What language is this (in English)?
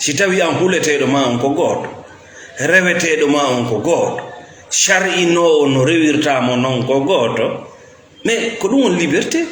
Fula